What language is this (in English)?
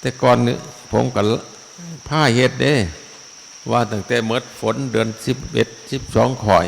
Northeastern Thai